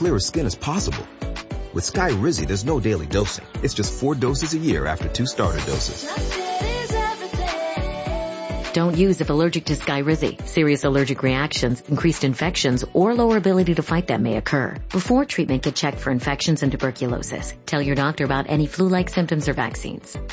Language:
English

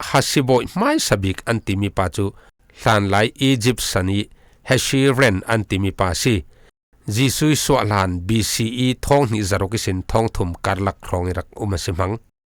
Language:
Falam Chin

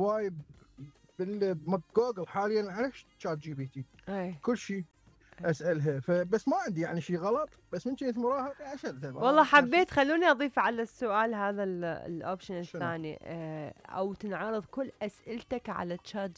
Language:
Mesopotamian Arabic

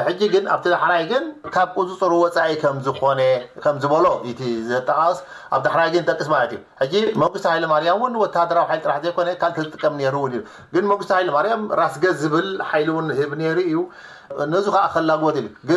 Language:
Tigrinya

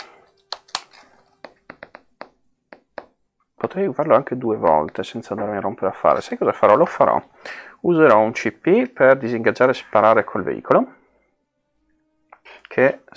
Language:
Italian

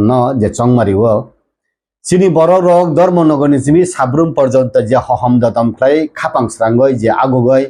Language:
Kok Borok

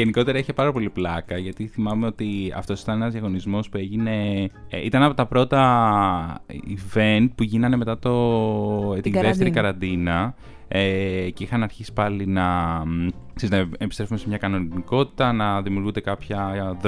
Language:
Greek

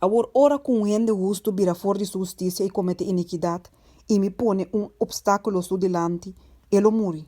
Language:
Papiamento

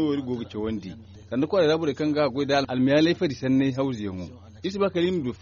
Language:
Zarma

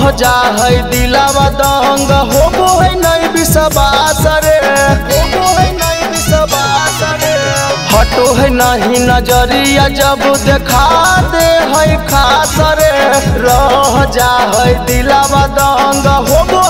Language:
Magahi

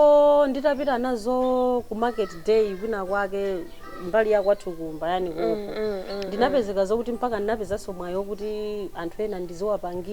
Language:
Nyanja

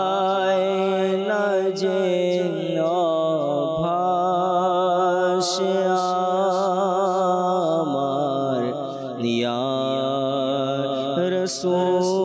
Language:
Bangla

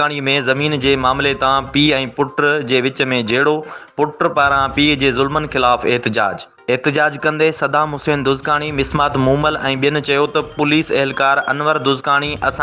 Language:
Sindhi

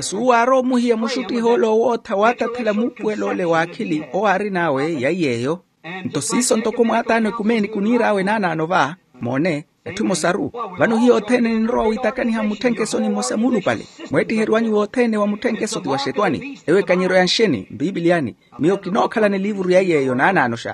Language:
Makhuwa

